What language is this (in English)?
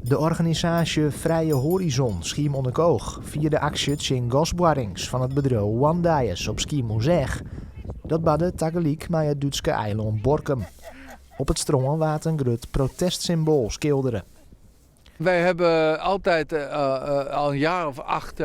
Western Frisian